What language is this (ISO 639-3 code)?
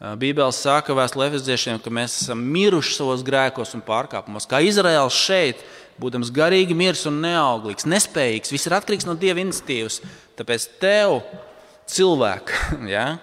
lav